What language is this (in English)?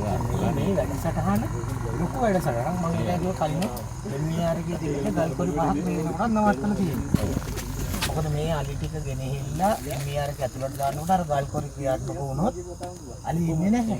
Sinhala